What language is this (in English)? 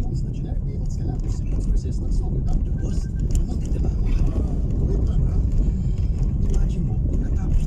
Filipino